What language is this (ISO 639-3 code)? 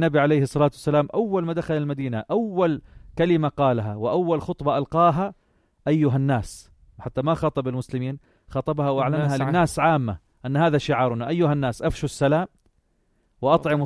apc